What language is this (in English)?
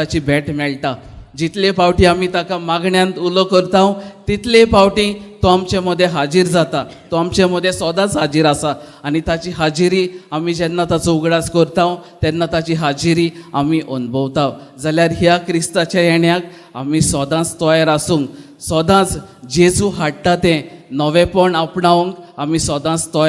Konkani